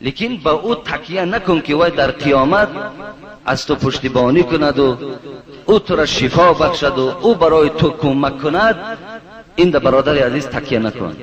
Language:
Tajik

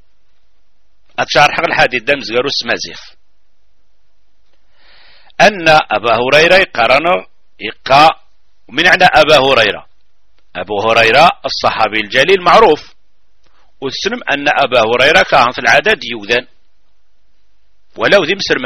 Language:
Arabic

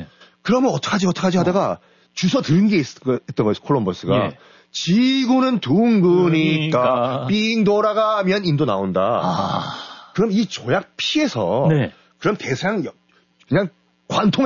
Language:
Korean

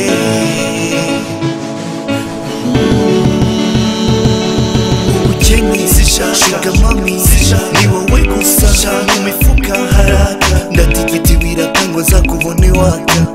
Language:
Kinyarwanda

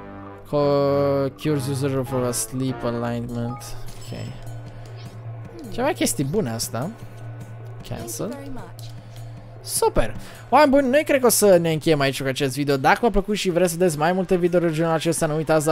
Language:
Romanian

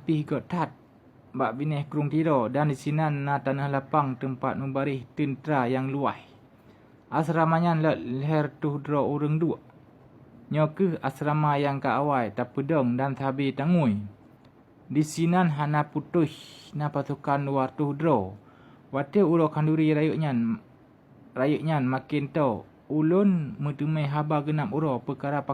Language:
Achinese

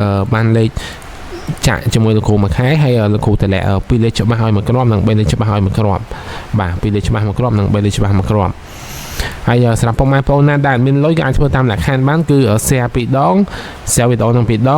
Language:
Khmer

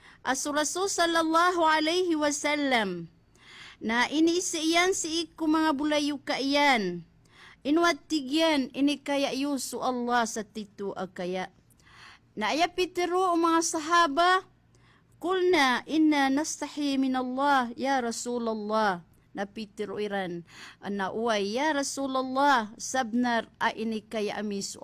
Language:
Maranao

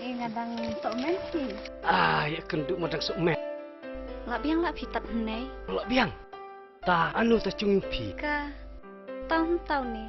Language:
Khasi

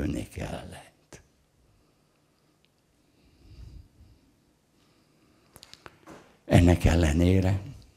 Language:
Hungarian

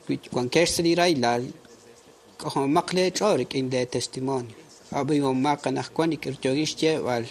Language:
Kekchí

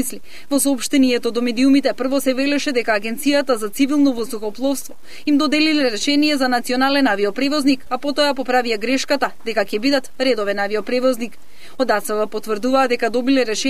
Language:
Macedonian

